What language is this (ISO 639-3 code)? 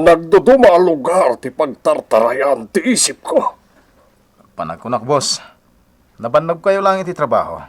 ilo